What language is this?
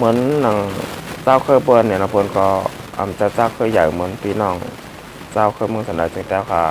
Shan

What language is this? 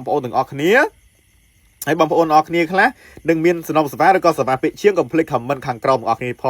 Khmer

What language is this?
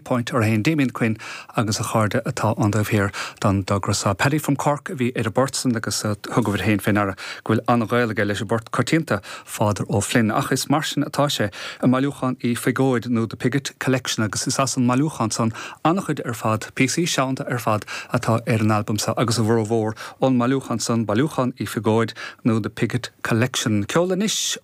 Irish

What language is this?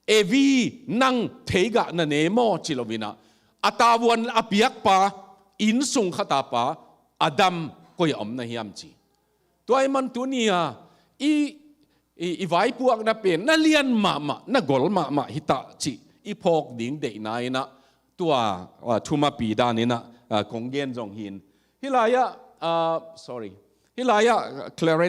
Tedim Chin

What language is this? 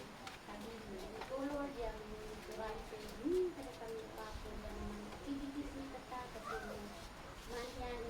Isnag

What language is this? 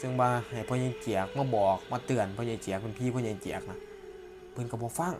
Lao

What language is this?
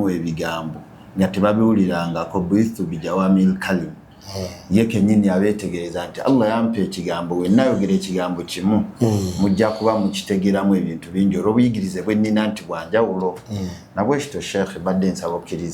Ganda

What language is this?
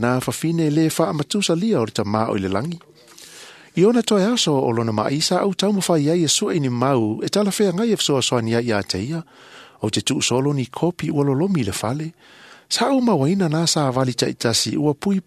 Samoan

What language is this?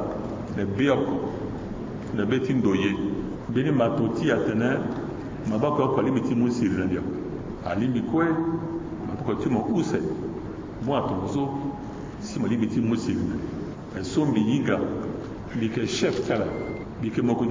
Sango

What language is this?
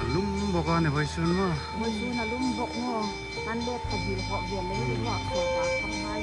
Hmar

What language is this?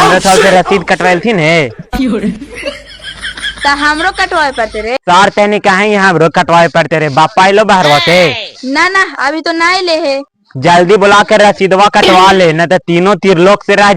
Magahi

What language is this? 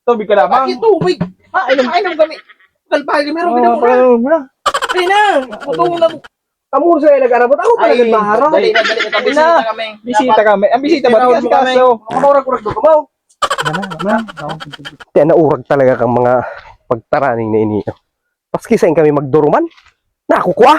Bikol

